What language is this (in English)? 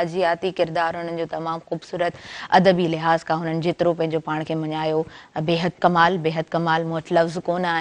Sindhi